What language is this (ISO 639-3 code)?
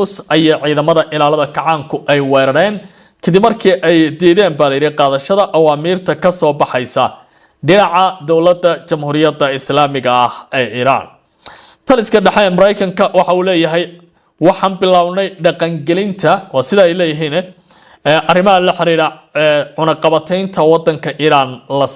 som